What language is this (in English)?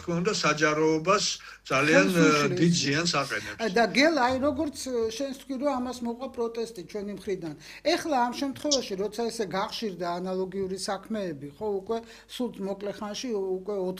Georgian